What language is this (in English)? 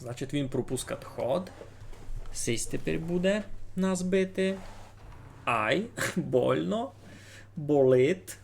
Rusyn